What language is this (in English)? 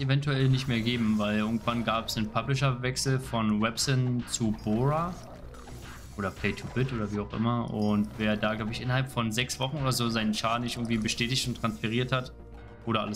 German